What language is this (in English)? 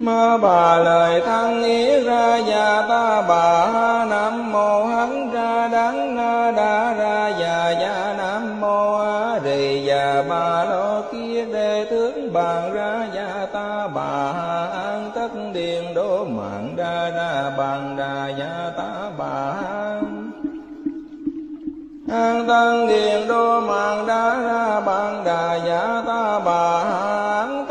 Vietnamese